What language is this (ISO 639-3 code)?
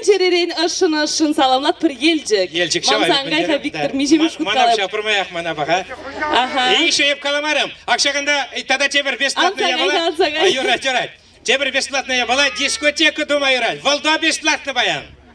chv